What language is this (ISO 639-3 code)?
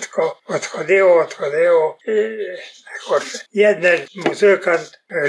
rue